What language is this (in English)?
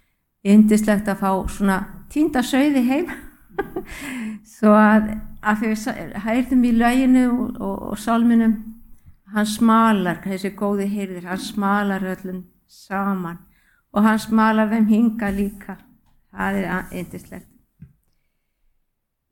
Icelandic